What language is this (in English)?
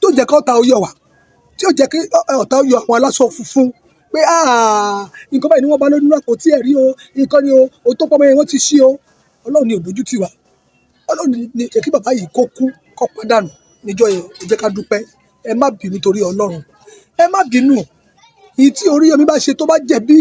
Yoruba